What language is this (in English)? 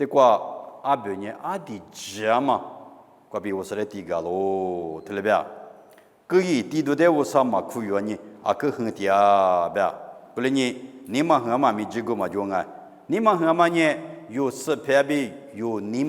Lisu